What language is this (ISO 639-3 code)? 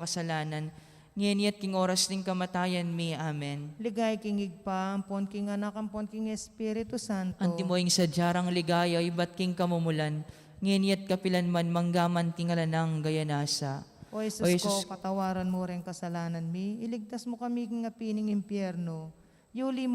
pam